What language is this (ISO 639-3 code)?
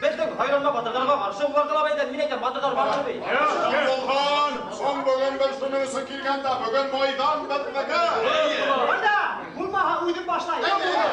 bak